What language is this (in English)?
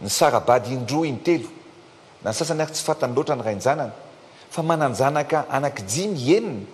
Malagasy